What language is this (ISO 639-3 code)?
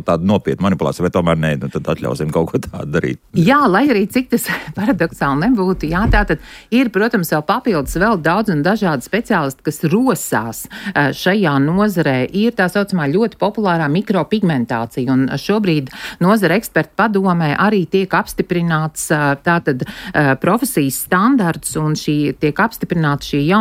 lav